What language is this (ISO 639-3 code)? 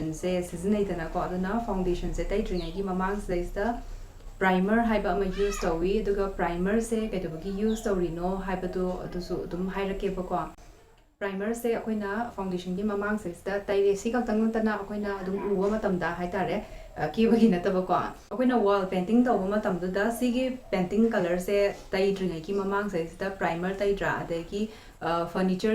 mni